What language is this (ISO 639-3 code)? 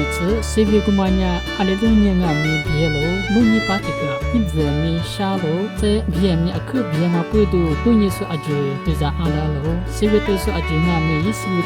lis